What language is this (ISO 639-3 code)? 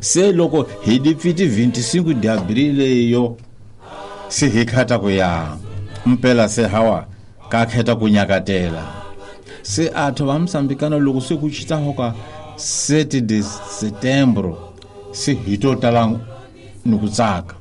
tso